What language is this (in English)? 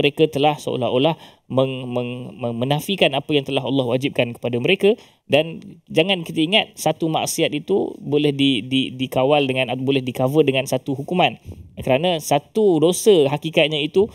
Malay